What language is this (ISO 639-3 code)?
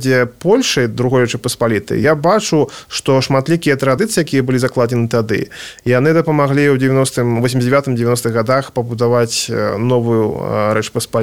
bel